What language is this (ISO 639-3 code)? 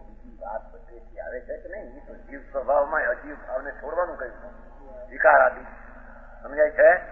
guj